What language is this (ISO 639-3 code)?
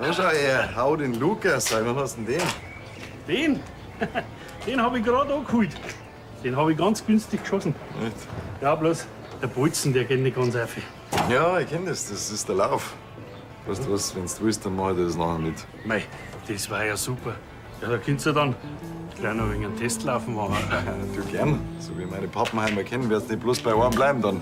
bar